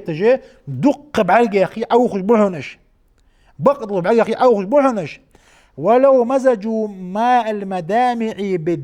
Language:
Ingush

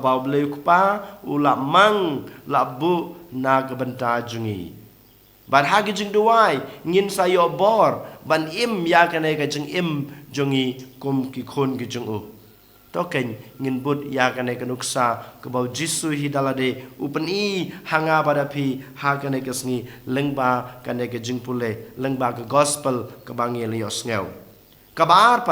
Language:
Khasi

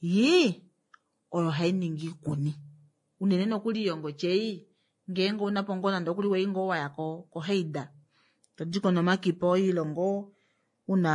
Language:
Kuanyama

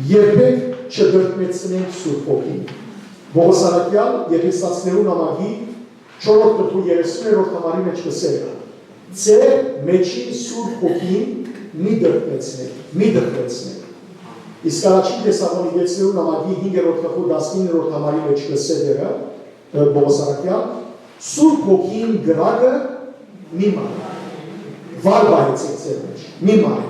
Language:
Western Armenian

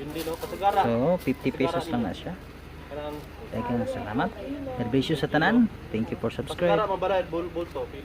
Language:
Cebuano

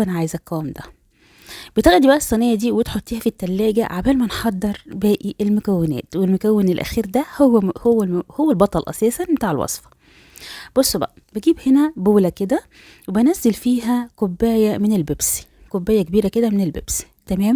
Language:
Egyptian Arabic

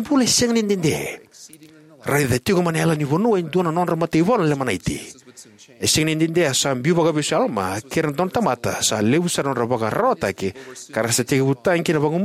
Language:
Fijian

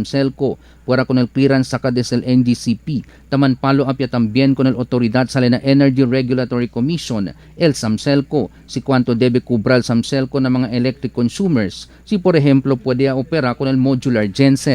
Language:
Chavacano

